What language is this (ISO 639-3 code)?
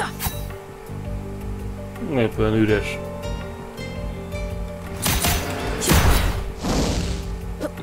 hun